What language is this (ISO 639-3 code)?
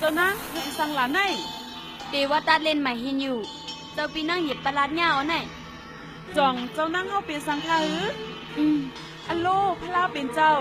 shn